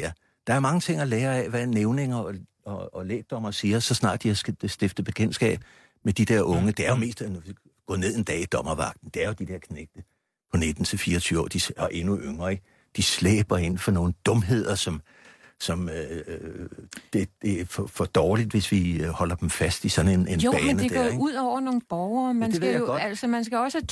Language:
Danish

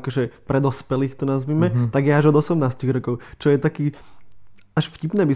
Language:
Slovak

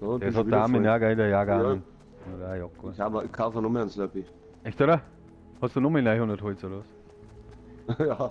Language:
Bavarian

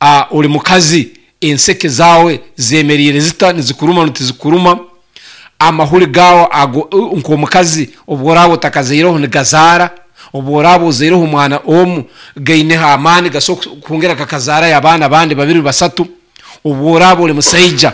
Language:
Nyoro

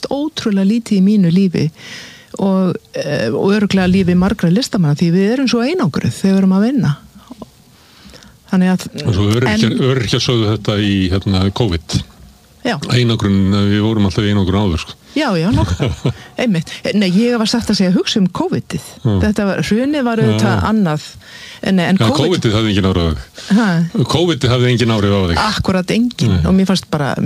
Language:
Icelandic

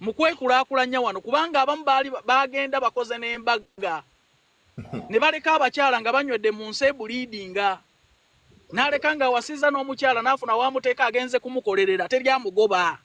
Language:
Ganda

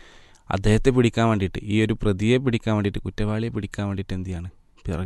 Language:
Malayalam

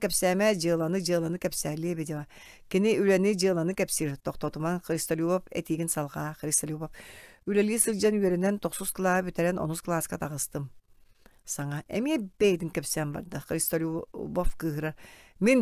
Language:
Yakut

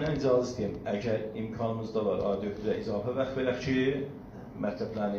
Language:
South Azerbaijani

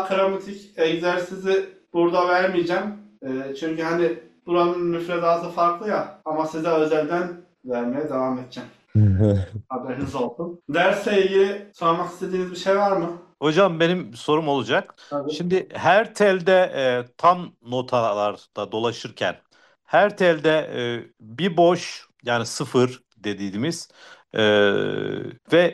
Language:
Turkish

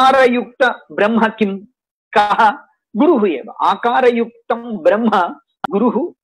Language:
Sanskrit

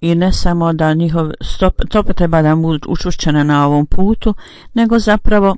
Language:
Bosnian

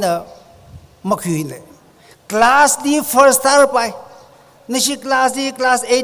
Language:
Tangkhul Naga (India)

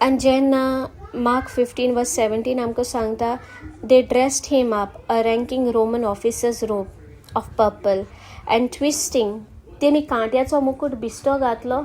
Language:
Konkani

